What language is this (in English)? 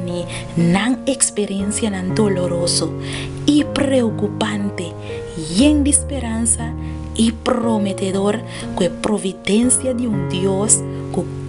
Papiamento